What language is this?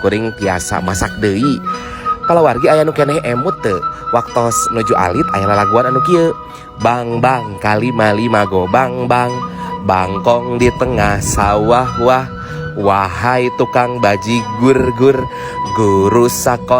Sundanese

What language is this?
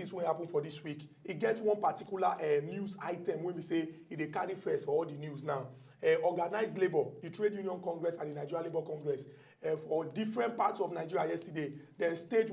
Nigerian Pidgin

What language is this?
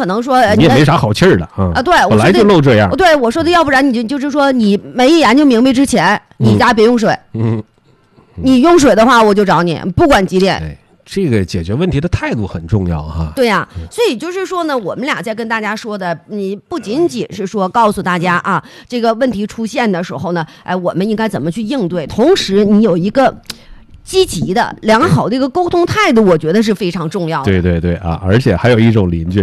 Chinese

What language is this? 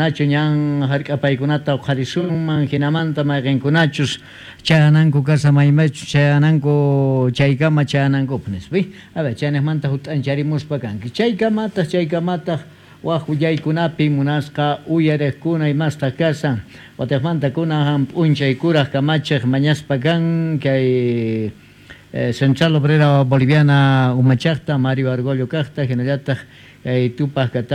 South Bolivian Quechua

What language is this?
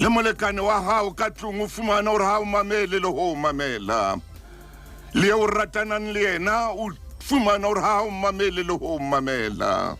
Southern Sotho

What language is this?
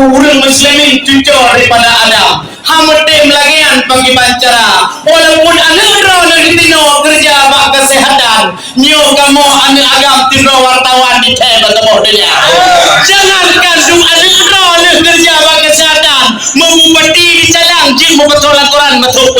Achinese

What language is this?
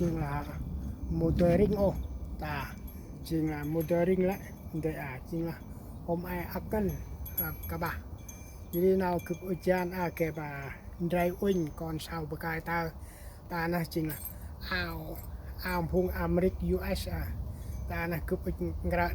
Central Mnong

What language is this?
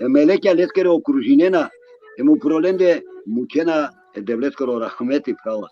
Balkan Romani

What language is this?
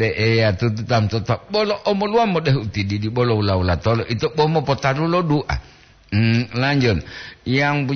Gorontalo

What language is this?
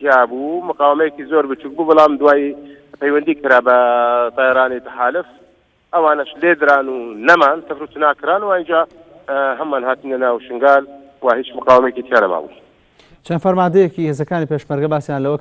Central Kurdish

